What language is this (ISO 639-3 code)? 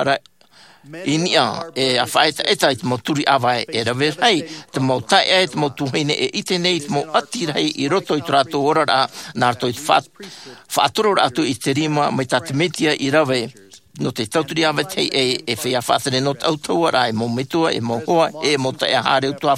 tah